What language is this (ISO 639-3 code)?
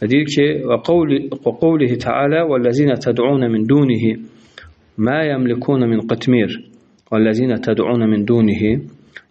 aze